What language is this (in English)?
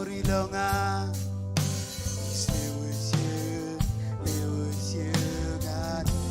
Marshallese